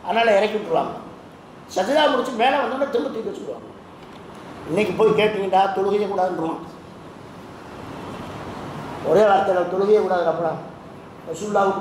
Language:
Tamil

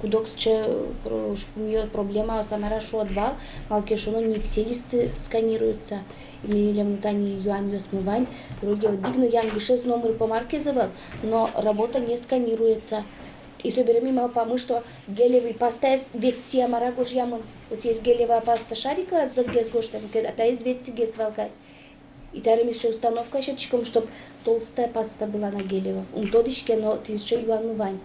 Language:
Udmurt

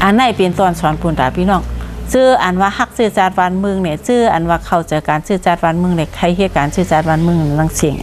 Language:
Shan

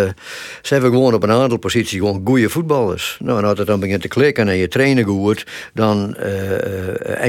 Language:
Western Frisian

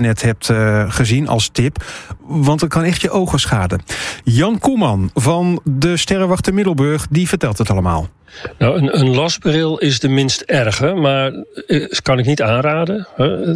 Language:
Dutch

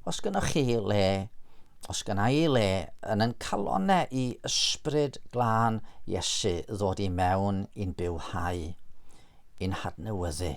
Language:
Welsh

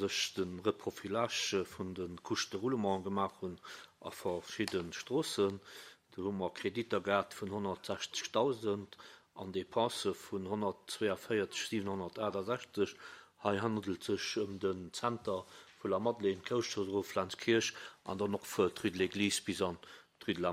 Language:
Luxembourgish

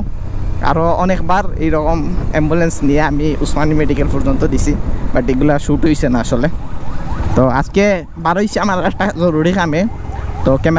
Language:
Sylheti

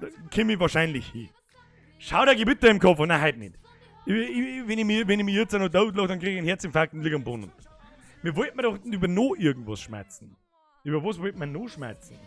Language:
Bavarian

